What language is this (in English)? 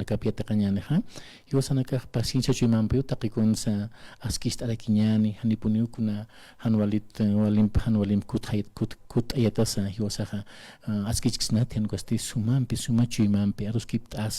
Aymara